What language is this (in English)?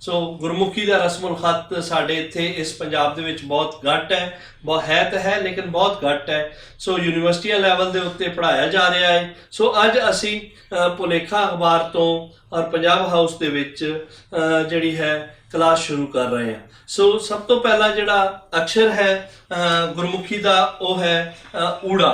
Western Panjabi